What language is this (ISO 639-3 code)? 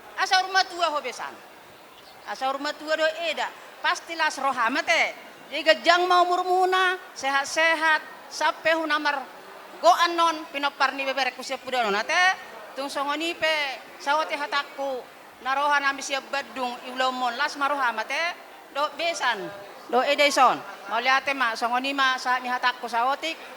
bbc